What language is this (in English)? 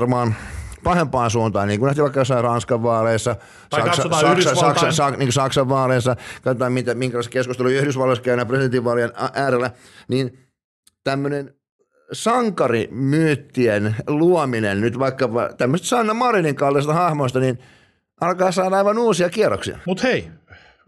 Finnish